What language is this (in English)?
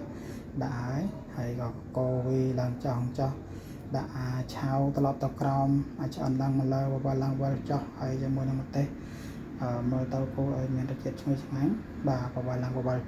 Khmer